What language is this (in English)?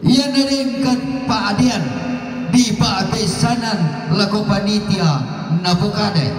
Toraja-Sa'dan